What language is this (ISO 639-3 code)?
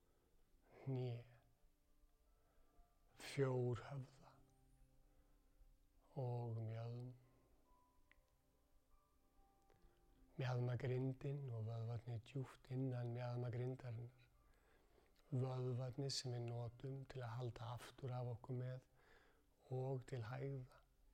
isl